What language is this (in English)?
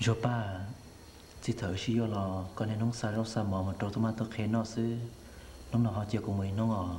Hmong